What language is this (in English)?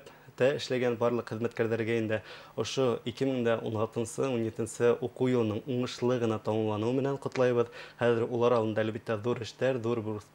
Bashkir